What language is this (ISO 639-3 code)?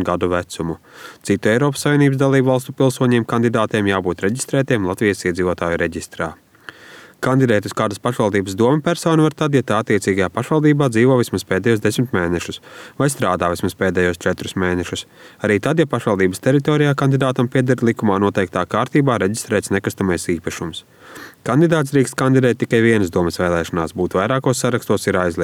lav